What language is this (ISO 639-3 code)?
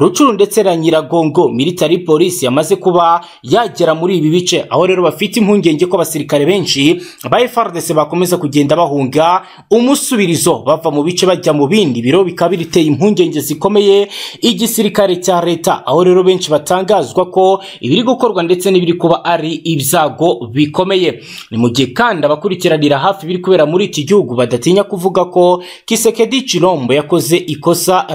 kin